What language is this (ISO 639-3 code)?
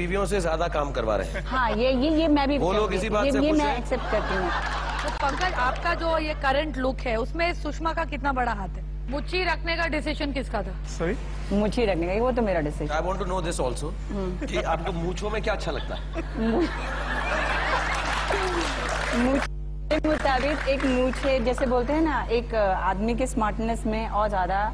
hin